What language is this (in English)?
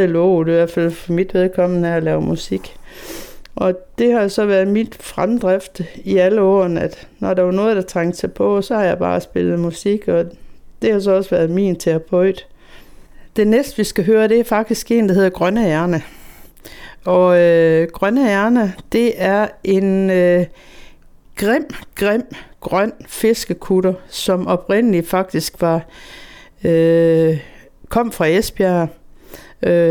Danish